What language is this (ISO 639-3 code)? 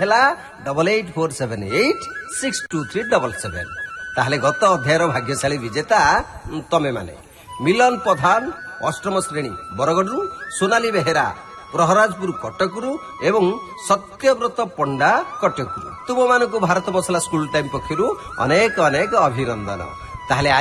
ori